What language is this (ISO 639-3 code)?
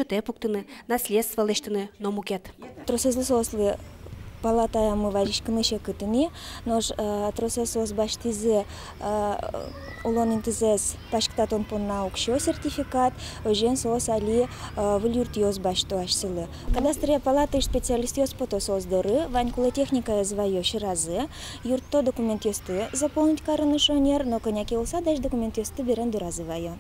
udm